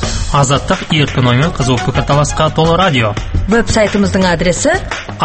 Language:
Kazakh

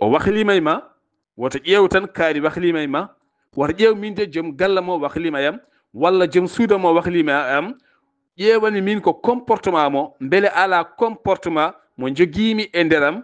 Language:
Fula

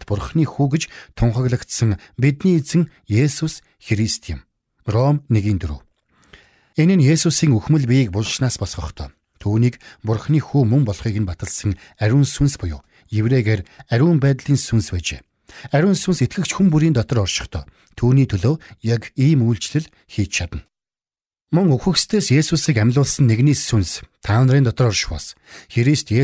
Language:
Mongolian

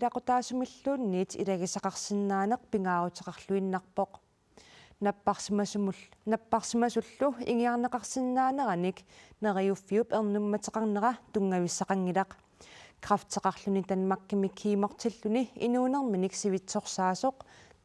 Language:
Kalaallisut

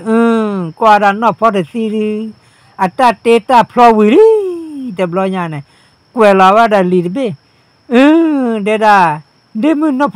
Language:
S'gaw Karen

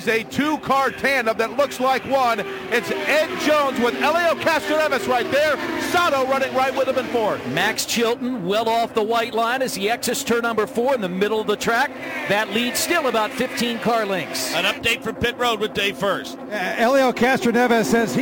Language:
English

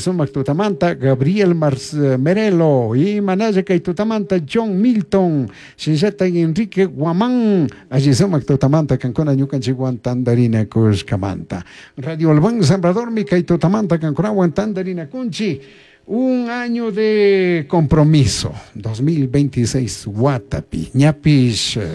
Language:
Chimborazo Highland Quichua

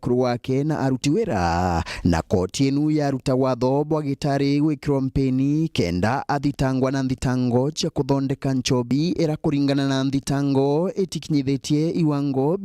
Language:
Meru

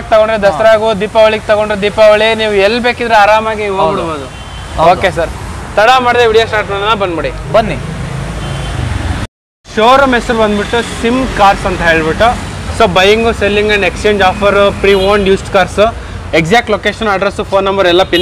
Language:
Kannada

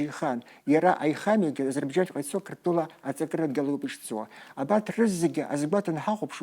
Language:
Abkhazian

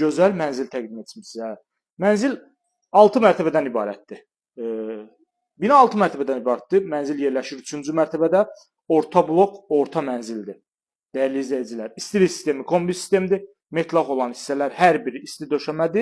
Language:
Azerbaijani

